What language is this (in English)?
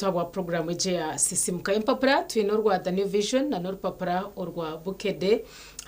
Nyankole